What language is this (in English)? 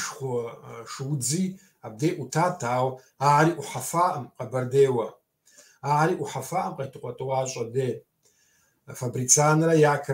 Kabardian